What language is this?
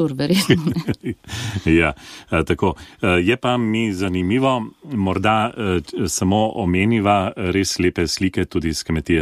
Slovenian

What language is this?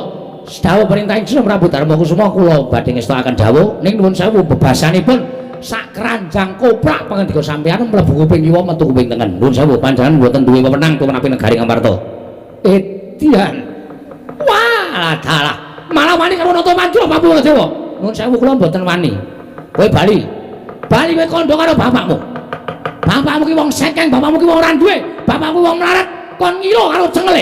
Javanese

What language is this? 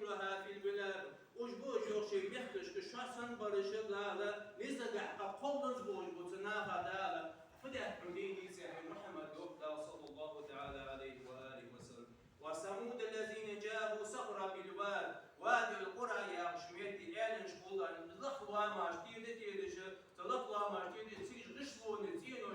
Ingush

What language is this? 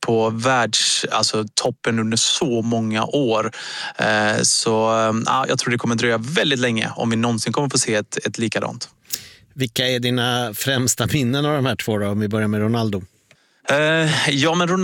Swedish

